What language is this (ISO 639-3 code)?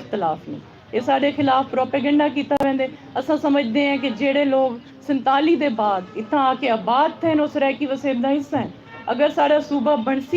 skr